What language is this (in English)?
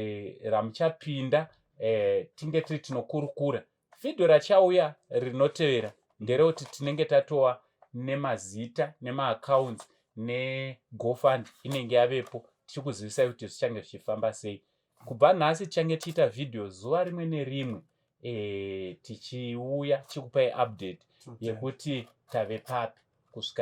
Shona